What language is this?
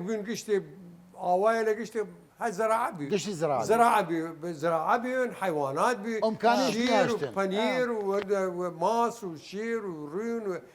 Southern Kurdish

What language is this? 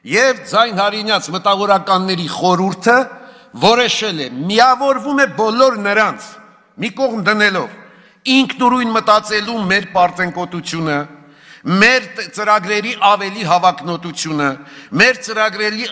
Armenian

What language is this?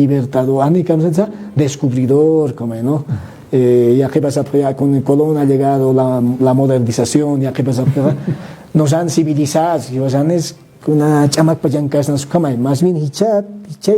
Aymara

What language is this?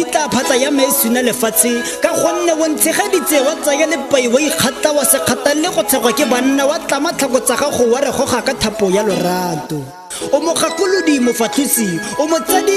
Tswana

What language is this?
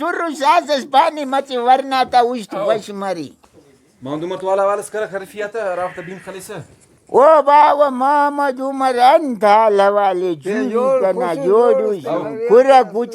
Brahui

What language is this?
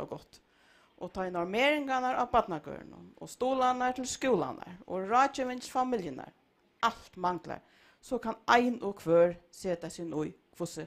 Faroese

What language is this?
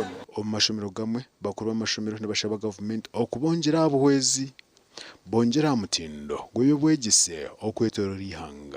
Nyankole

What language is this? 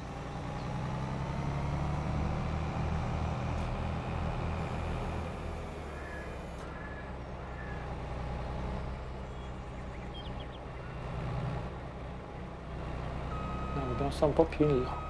Italian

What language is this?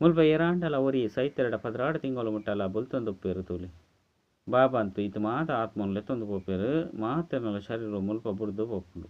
Tulu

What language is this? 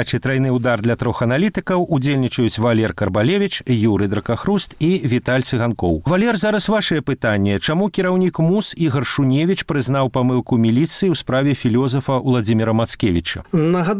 Belarusian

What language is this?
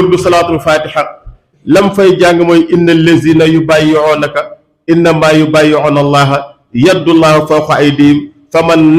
Wolof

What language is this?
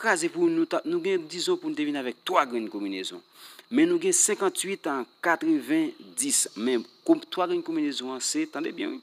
Haitian Creole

